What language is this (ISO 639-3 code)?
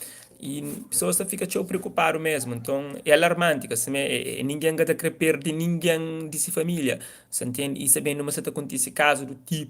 kea